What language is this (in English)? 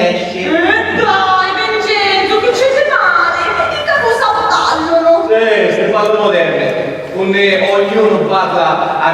Sicilian